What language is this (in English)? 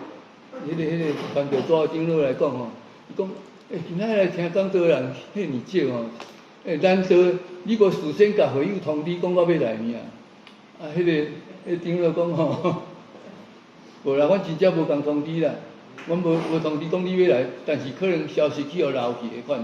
Min Nan Chinese